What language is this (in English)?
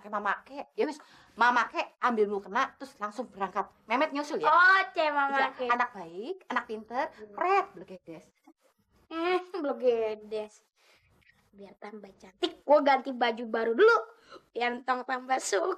Betawi